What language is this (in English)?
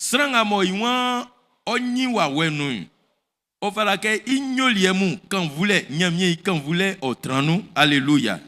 Baoulé